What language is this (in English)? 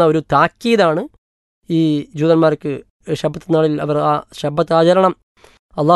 Malayalam